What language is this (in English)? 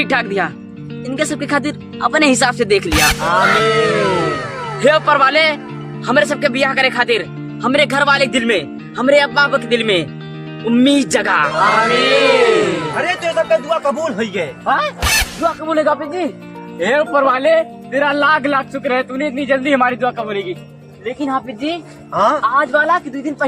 Awadhi